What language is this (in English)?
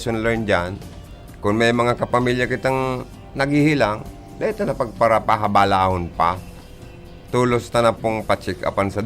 Bikol